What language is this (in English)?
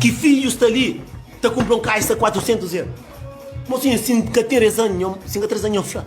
Kabuverdianu